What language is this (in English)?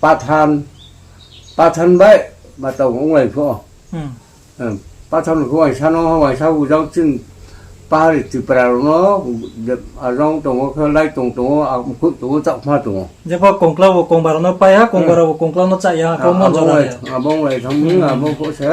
Riang (India)